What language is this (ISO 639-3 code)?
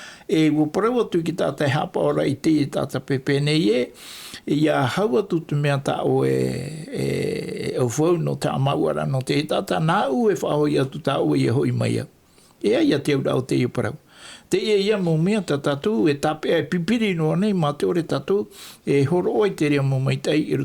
tah